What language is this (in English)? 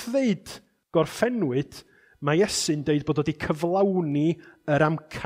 Welsh